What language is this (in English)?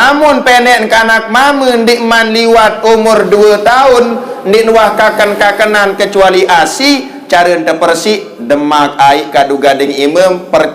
Sasak